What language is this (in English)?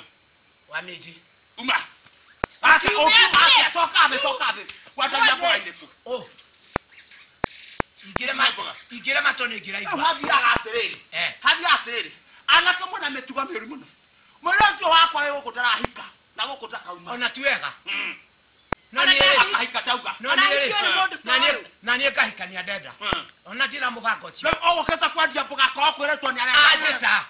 Kikuyu